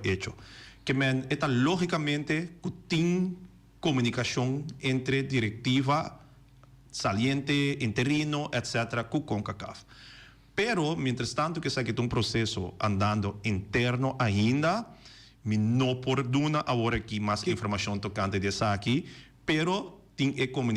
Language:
Papiamento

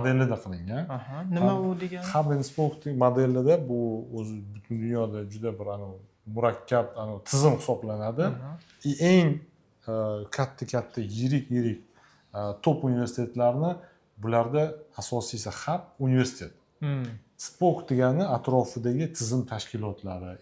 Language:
Uzbek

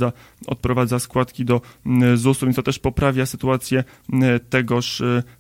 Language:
Polish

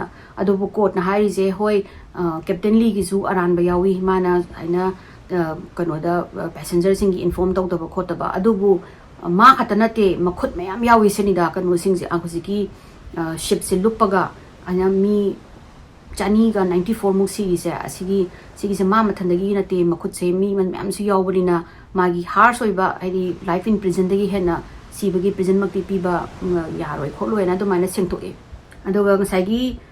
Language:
Manipuri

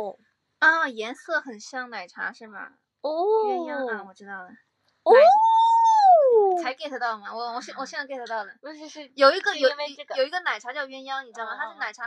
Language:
Chinese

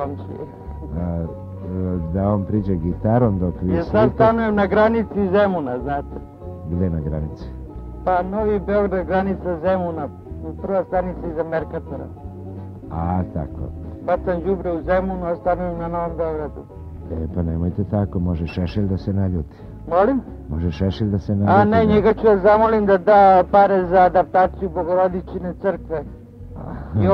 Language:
Serbian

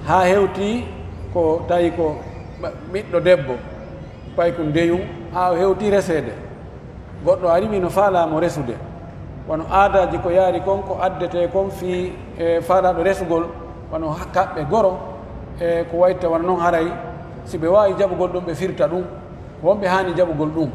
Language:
Pular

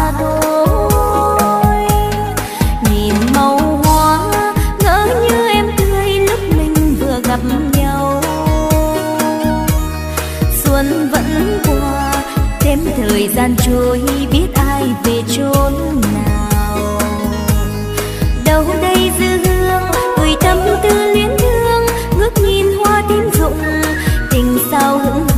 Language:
Vietnamese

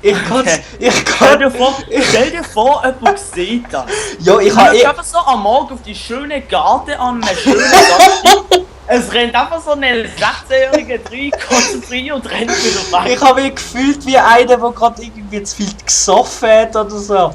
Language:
Swiss German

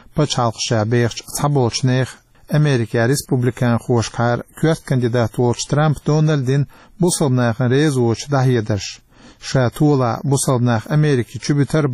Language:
Chechen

